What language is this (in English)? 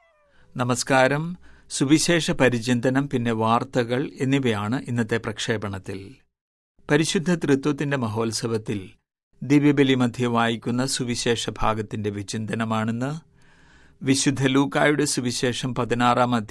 Malayalam